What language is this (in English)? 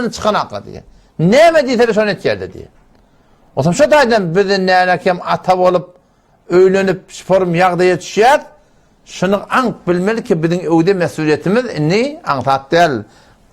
Turkmen